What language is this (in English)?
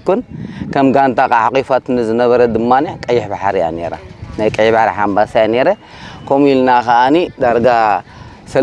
Tigrinya